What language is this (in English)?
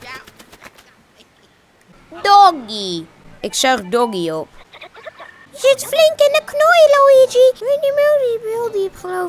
Dutch